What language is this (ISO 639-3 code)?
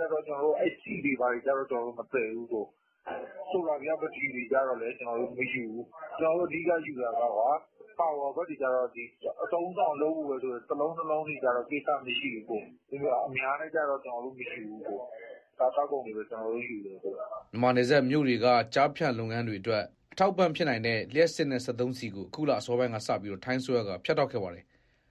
mya